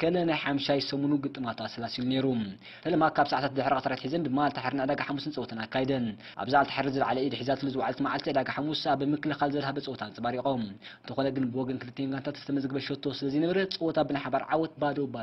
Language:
Tigrinya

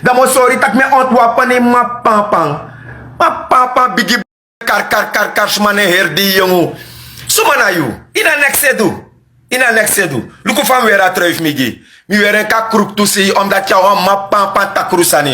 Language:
Sranan Tongo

